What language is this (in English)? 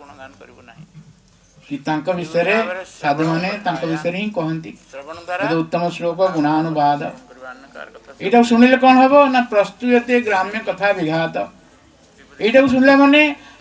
Odia